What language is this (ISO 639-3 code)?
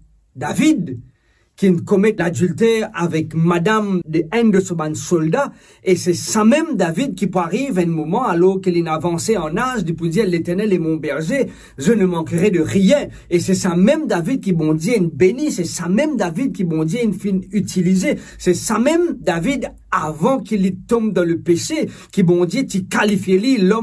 mfe